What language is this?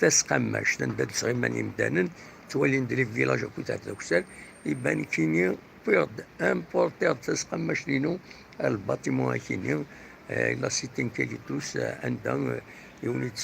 Kabyle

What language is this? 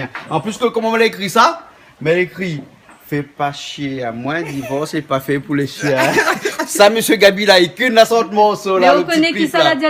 Réunion Creole French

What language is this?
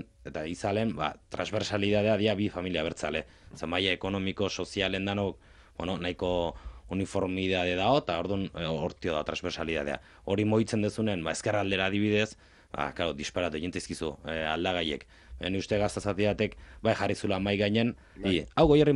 Basque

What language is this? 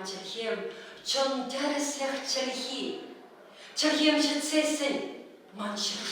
Chuvash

